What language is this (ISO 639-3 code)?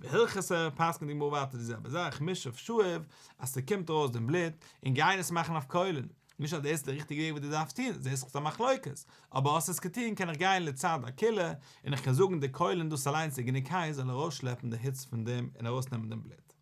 yid